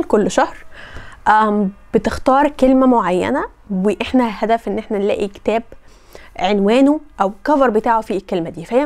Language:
Egyptian Arabic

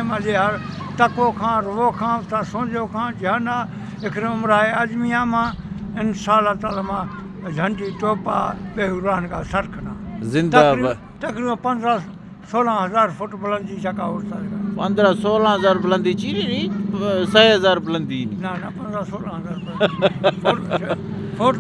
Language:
Eastern Balochi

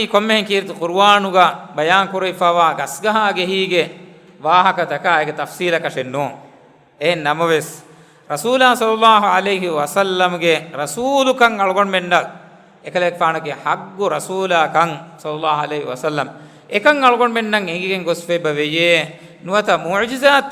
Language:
Divehi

